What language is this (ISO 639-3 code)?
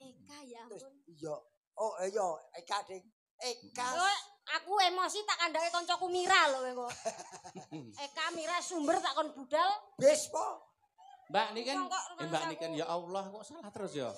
jav